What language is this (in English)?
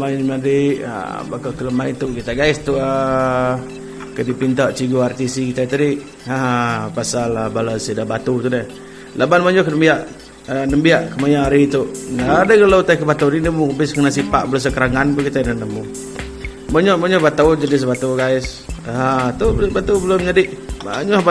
Iban